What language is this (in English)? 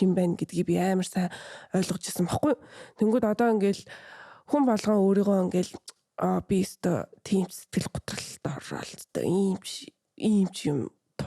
Mongolian